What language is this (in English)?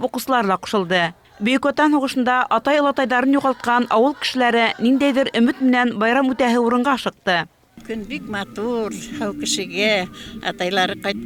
Bashkir